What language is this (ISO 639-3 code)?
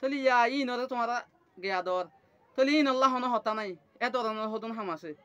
rhg